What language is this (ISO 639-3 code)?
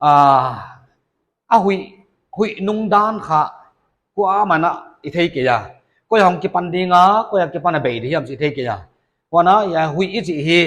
pck